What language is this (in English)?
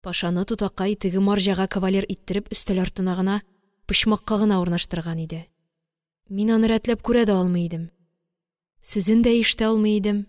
Tatar